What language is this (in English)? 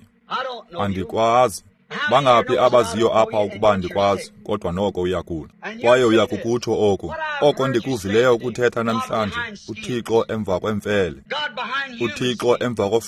Xhosa